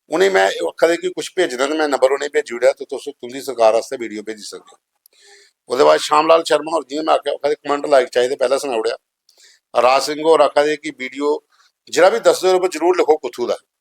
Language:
Dogri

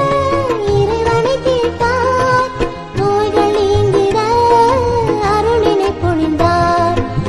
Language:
Tamil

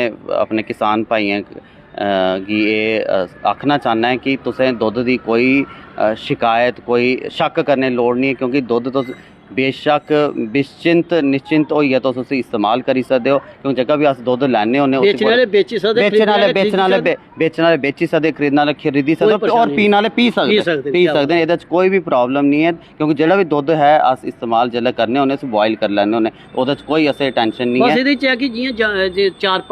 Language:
Dogri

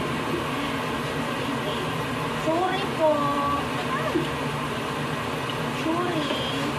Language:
Filipino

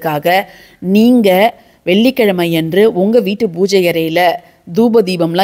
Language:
Tamil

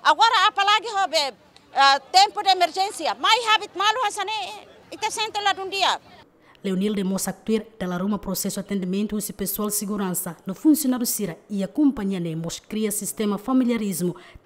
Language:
Tetum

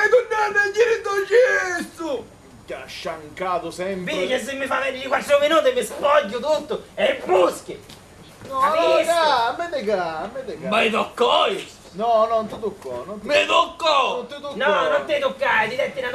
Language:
Sicilian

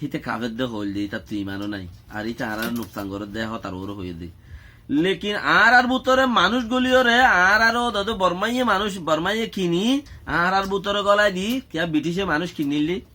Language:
Rohingya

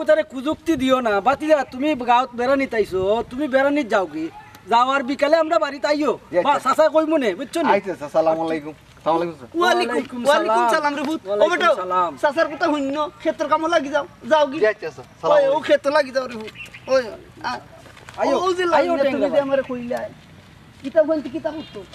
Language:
Sylheti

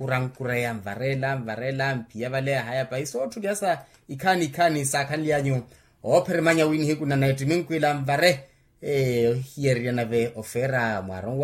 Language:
Makhuwa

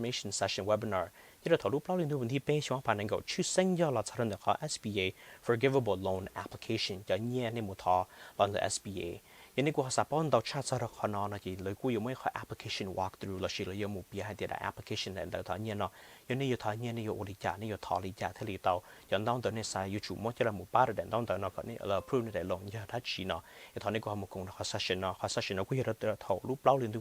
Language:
Hmong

